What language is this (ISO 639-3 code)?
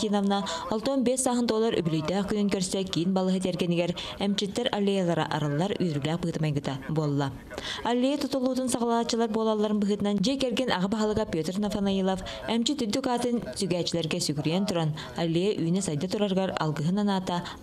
sah